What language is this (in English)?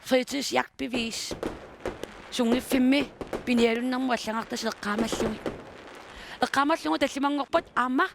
Kalaallisut